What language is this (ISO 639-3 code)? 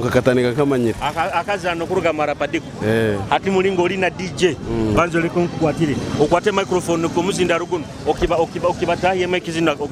nyo